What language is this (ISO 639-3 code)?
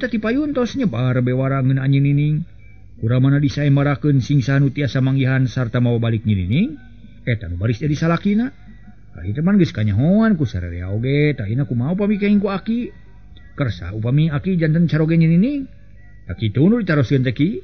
sun